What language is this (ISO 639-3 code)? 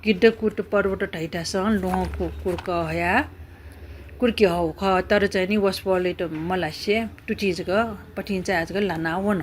new